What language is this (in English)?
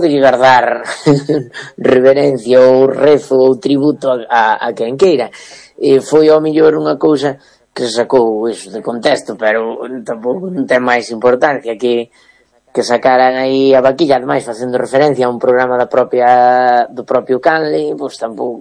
Galician